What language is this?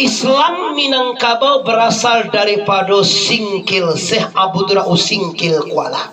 Minangkabau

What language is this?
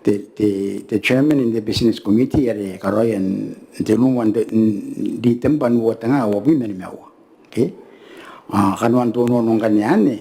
Gilbertese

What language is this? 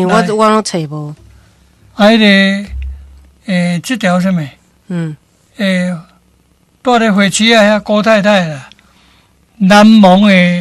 Min Nan Chinese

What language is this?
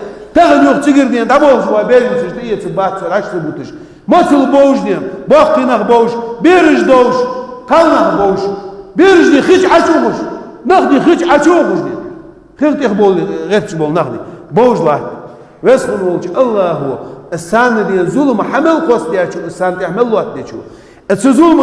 Ingush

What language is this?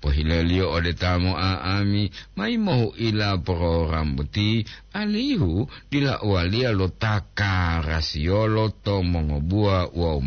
Gorontalo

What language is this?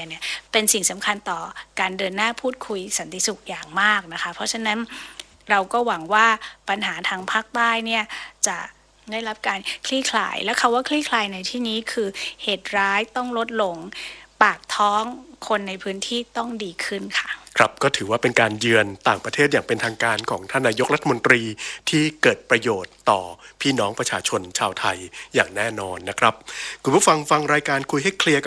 Thai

